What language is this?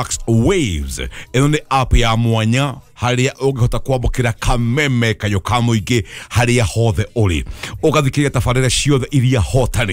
Kikuyu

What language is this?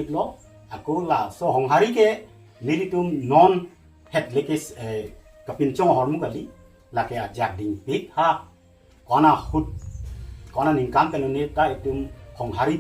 Karbi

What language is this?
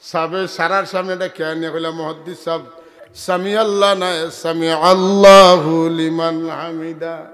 Sylheti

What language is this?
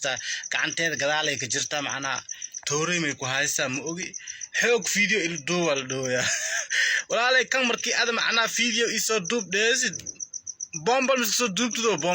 Somali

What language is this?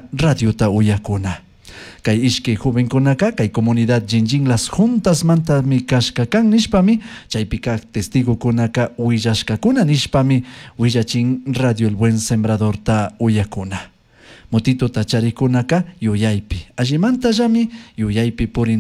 Chimborazo Highland Quichua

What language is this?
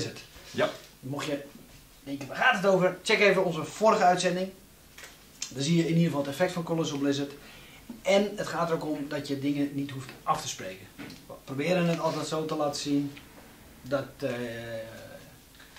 Dutch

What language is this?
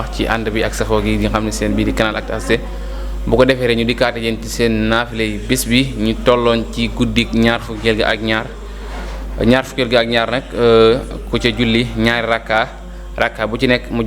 Wolof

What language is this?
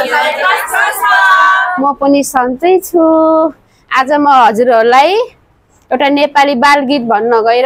Nepali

